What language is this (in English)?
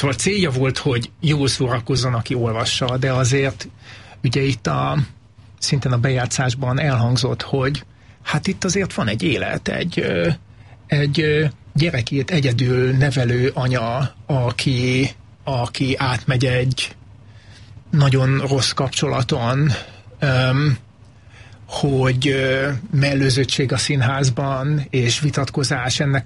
Hungarian